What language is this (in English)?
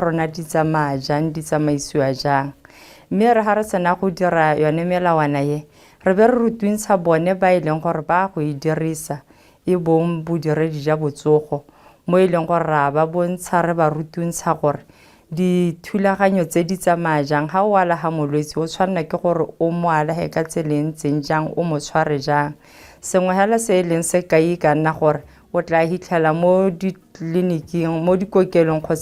Tswana